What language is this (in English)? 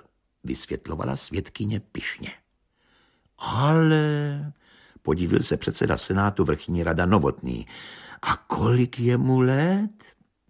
Czech